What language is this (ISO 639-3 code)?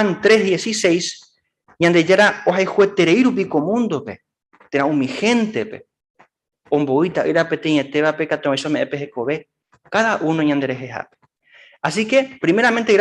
grn